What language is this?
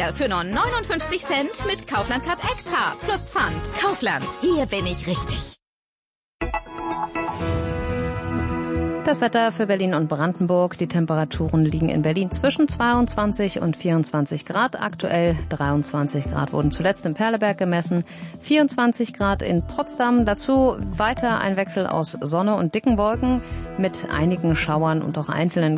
German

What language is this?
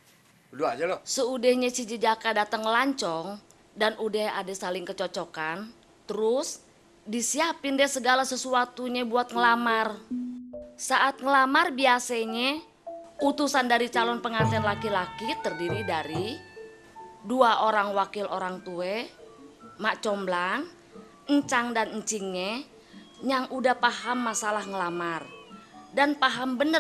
Betawi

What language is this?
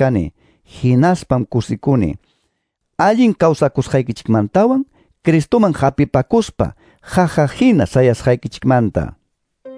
Quechua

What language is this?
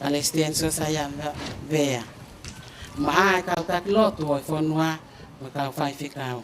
Tongan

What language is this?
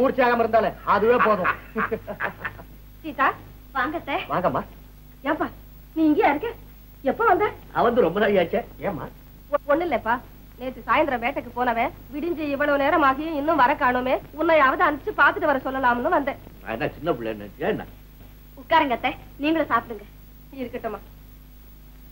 Tamil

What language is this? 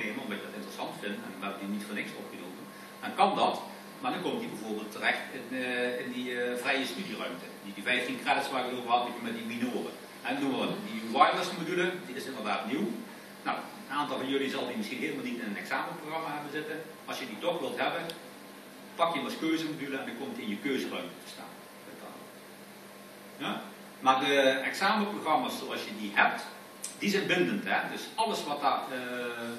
Dutch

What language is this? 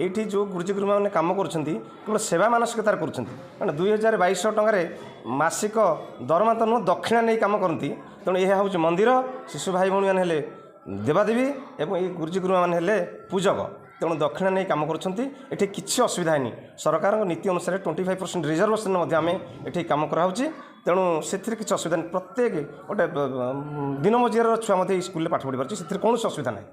Odia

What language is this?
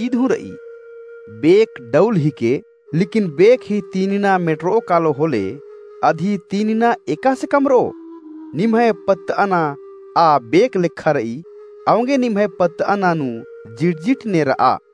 Kurukh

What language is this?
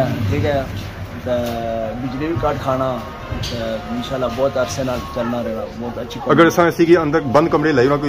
Pahari-Potwari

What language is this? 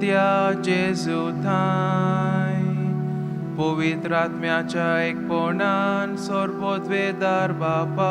Konkani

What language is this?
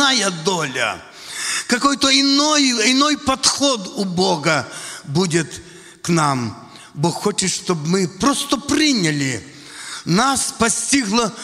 Russian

